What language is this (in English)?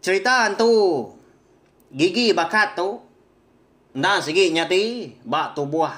Iban